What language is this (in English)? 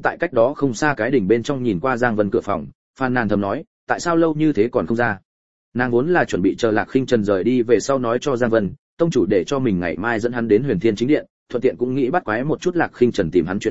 Vietnamese